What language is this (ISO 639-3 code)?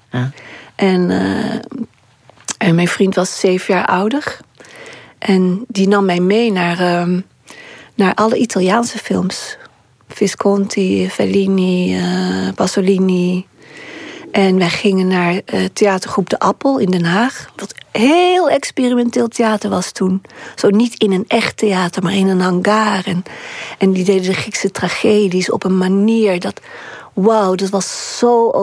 nld